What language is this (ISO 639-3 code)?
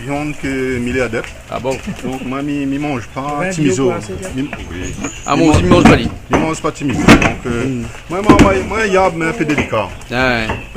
rcf